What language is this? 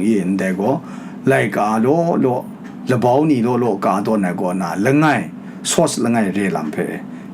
Kachin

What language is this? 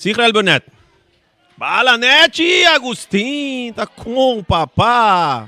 Papiamento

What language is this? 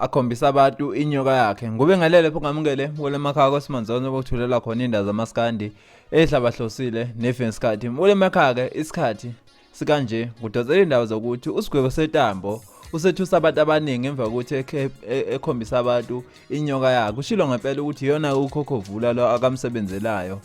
Zulu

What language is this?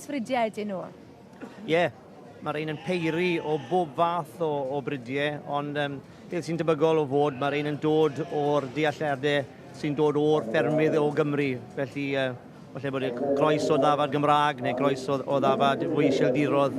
Welsh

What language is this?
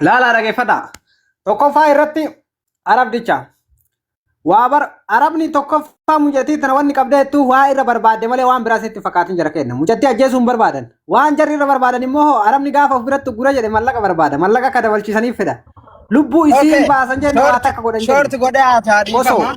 Oromo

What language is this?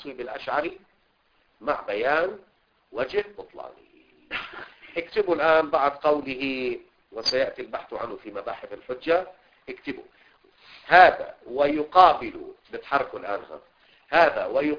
Arabic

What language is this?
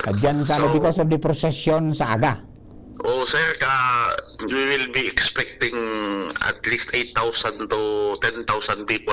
Bikol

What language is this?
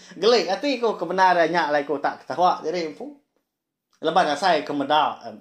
Iban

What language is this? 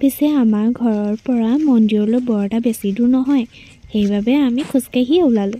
Assamese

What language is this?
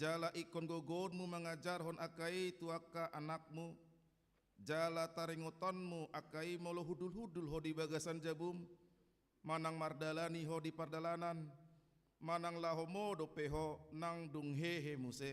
Batak Toba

